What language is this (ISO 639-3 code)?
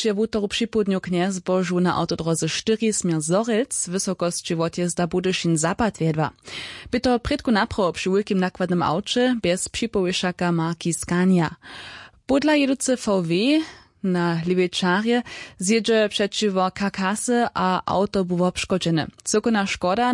hsb